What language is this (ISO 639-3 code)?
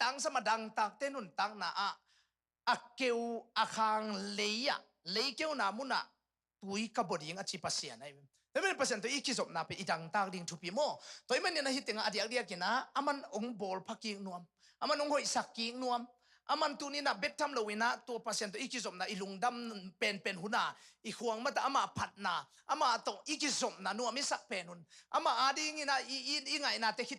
ctd